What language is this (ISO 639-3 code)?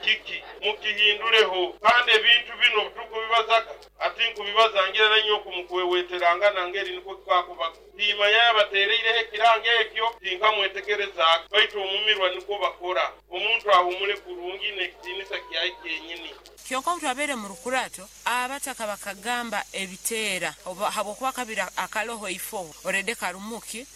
nyo